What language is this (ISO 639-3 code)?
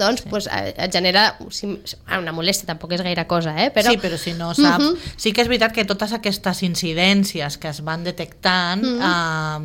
cat